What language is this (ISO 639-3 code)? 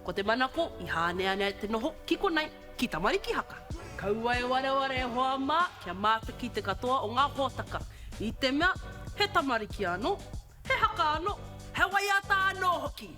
mri